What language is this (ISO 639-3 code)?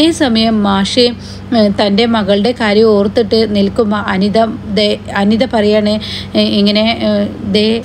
mal